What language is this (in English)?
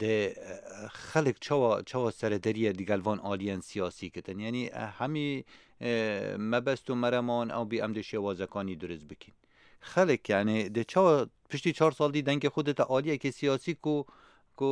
Kurdish